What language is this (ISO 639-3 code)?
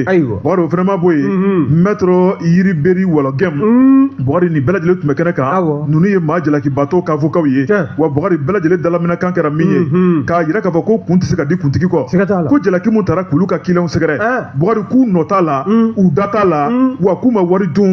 bam